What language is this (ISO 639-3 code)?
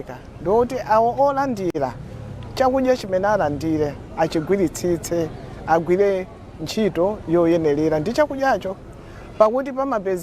nya